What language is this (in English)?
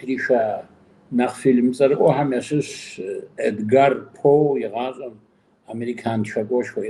Kabardian